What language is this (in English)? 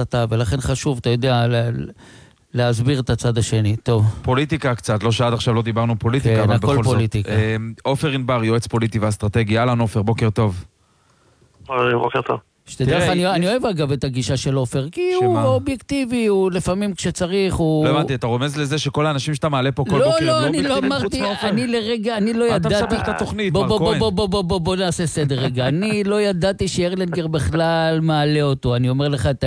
Hebrew